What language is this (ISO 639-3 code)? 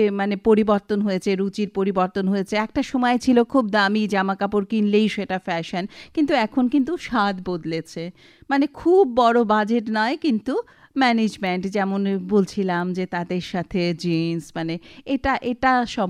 ben